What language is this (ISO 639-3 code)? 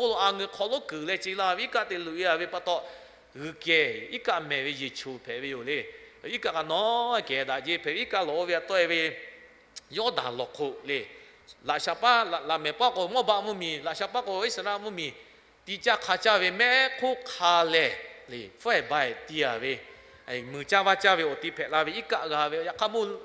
lhu